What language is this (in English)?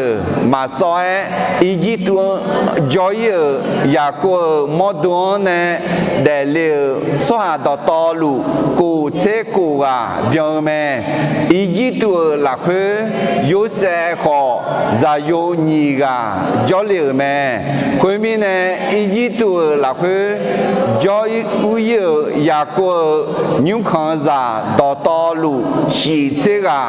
Akha